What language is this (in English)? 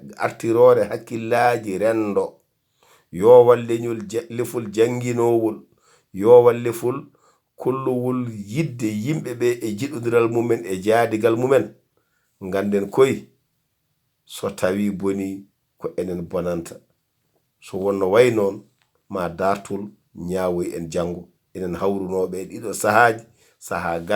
Fula